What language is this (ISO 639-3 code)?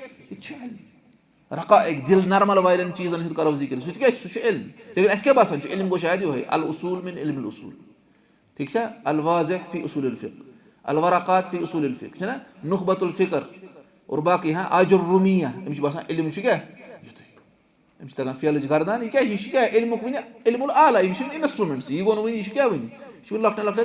kas